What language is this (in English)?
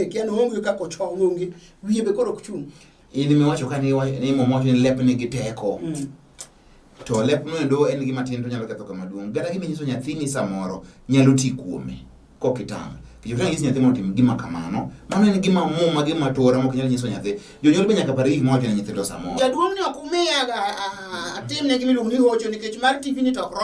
Luo (Kenya and Tanzania)